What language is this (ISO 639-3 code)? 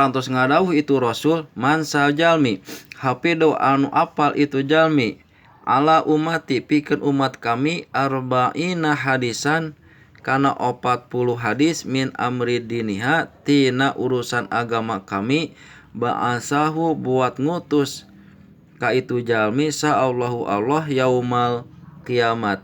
sun